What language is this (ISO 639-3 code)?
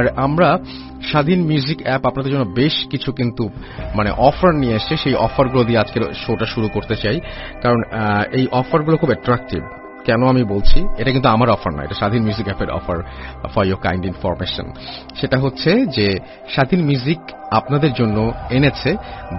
ben